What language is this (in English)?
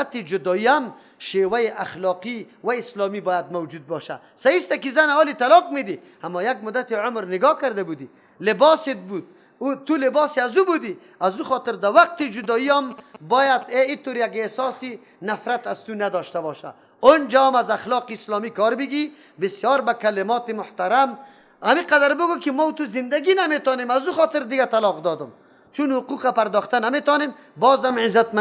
Persian